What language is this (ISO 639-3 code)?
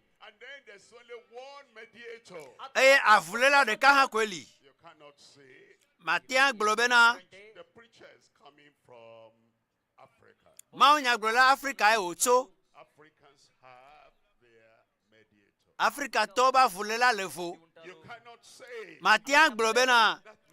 ewe